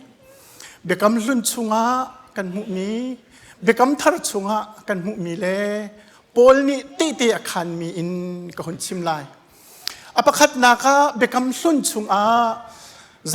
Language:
Hakha Chin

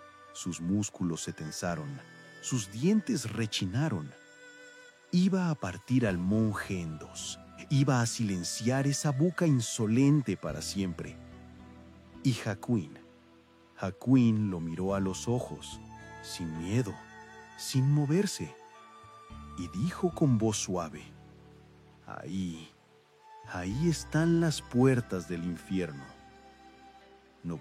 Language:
Spanish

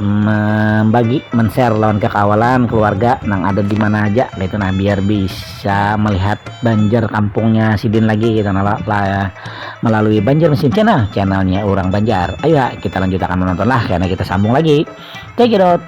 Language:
Banjar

